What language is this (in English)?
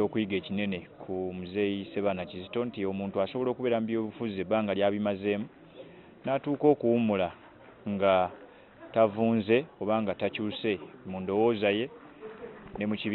Ganda